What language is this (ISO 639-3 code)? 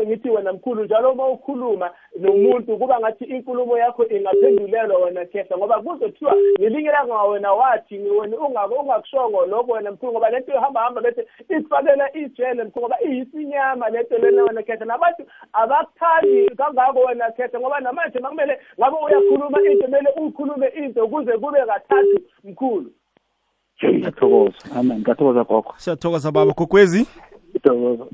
nbl